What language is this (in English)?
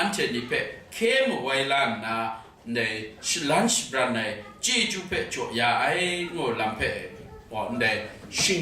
Kachin